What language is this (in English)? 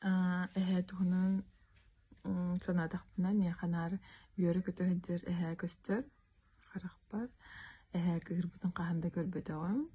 Yakut